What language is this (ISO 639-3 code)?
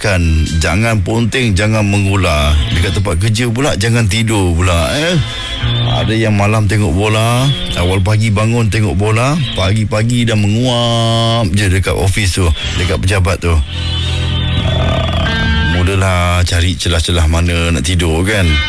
msa